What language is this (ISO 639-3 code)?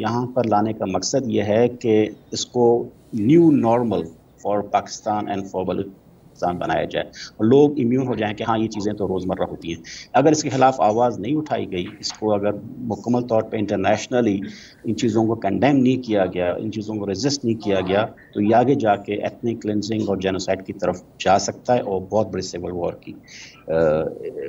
urd